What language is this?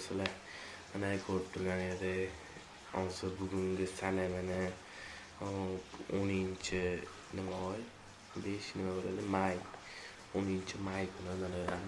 Uzbek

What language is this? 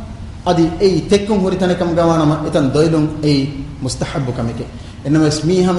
Divehi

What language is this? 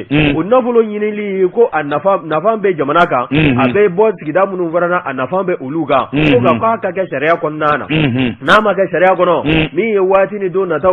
Bambara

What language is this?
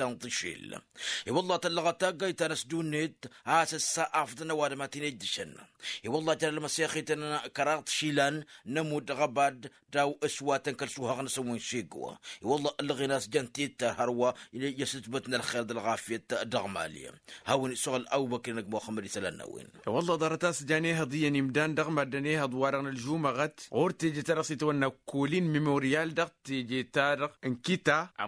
Tamasheq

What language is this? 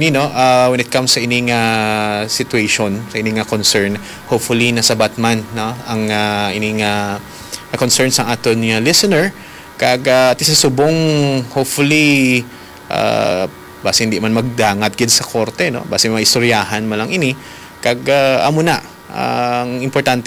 Hiligaynon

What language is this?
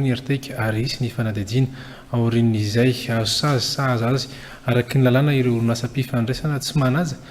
Malagasy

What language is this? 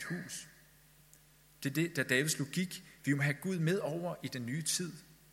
Danish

